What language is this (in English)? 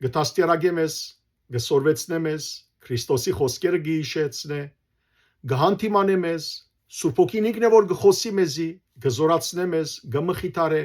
Western Armenian